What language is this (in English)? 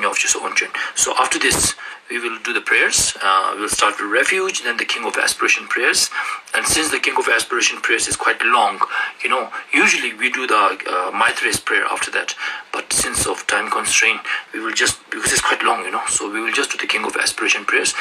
Ladakhi